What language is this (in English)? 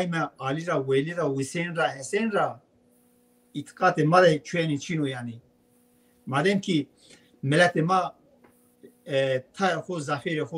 Zaza